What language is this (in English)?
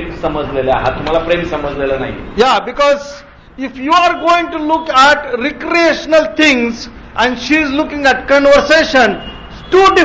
Marathi